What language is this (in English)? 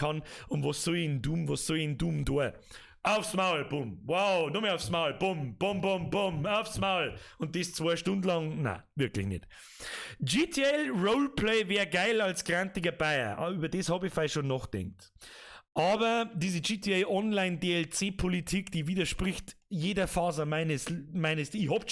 Bavarian